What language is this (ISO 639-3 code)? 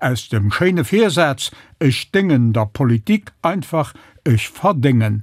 ltz